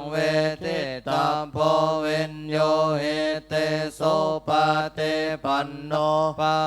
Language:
Pali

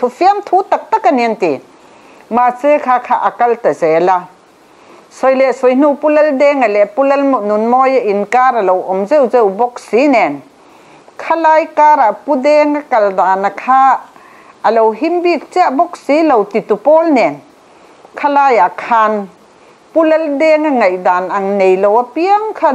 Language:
Mizo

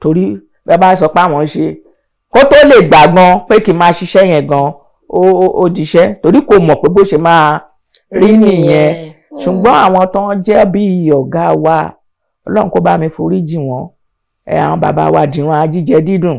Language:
Yoruba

